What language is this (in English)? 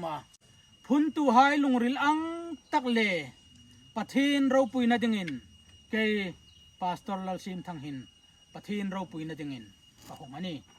Hmar